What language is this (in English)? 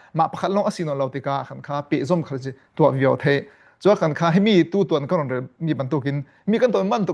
Falam Chin